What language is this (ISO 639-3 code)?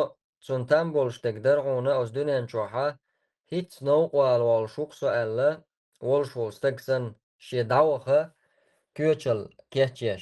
che